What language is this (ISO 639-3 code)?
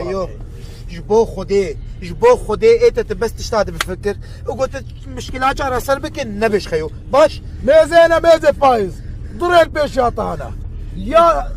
kur